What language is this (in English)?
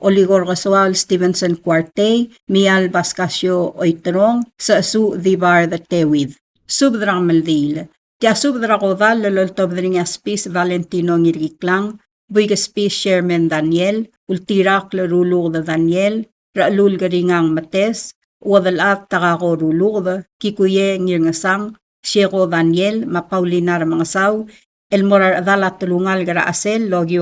Palauan